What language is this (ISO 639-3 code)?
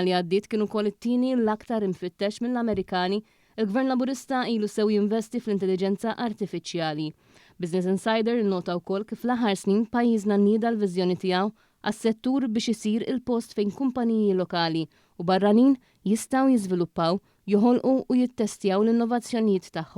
mlt